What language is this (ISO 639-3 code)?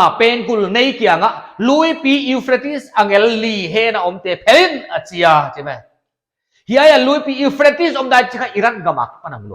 pck